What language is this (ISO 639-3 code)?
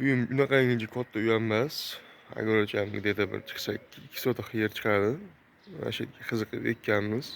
uzb